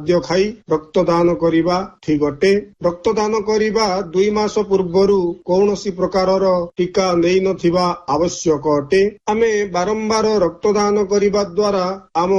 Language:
Odia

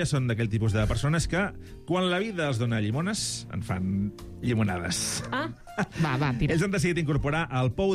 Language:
Catalan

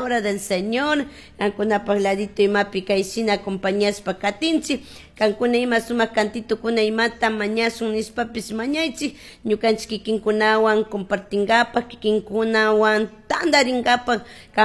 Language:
Chimborazo Highland Quichua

